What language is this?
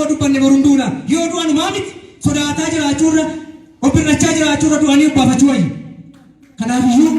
Oromo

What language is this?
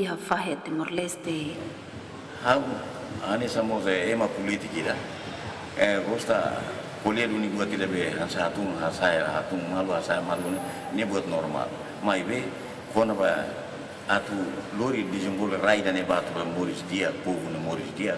Tetum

